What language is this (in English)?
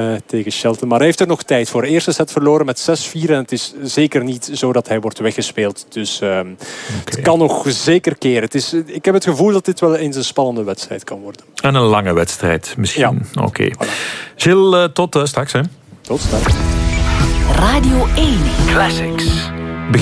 Dutch